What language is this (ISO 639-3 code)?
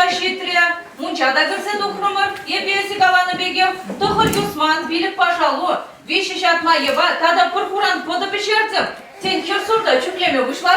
chv